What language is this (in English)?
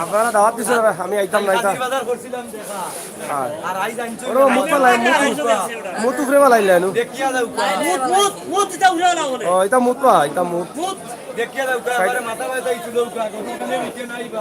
Sylheti